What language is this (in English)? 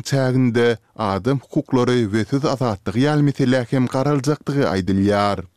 Kyrgyz